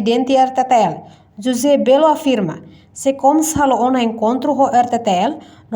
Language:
Tetum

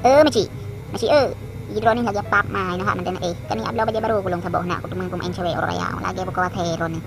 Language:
Achinese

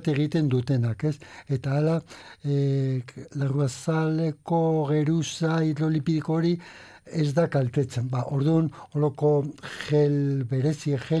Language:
Basque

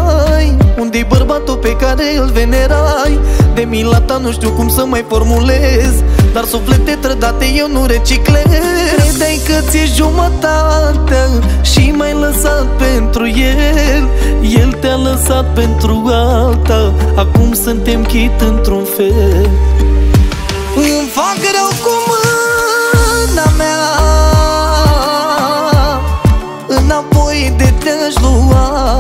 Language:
Romanian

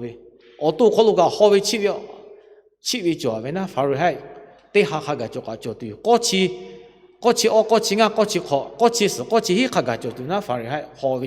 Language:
Lahu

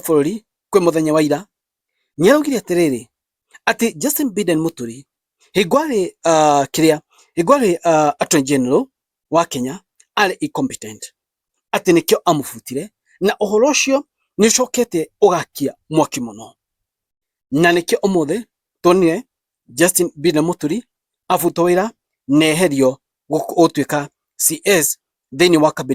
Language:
Kikuyu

